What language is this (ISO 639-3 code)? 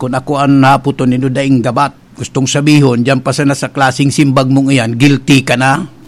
bik